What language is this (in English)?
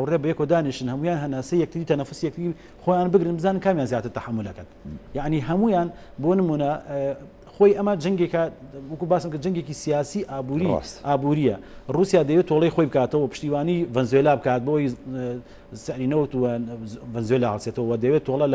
Central Kurdish